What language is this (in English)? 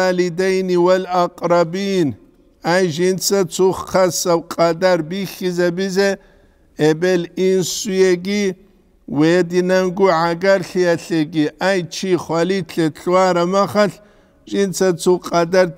Avaric